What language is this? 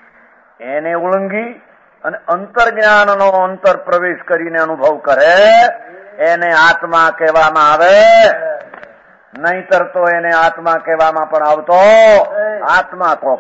Gujarati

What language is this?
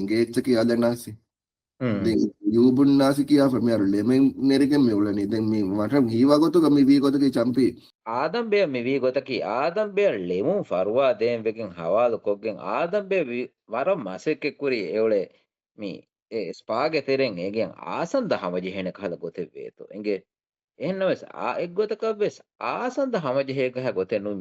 Divehi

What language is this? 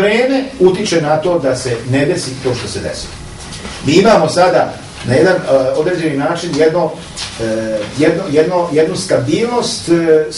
Serbian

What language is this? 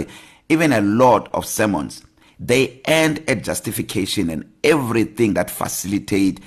English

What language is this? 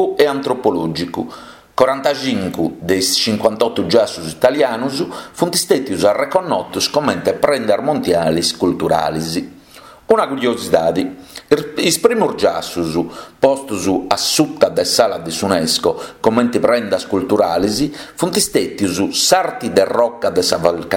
Sardinian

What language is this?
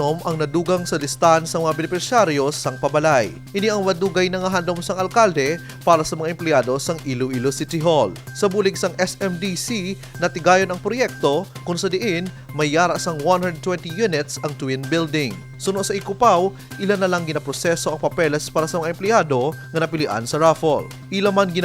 Hiligaynon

